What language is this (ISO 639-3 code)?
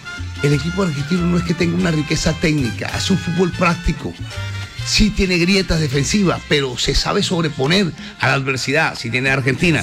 spa